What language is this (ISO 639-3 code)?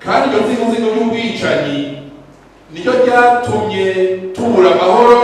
run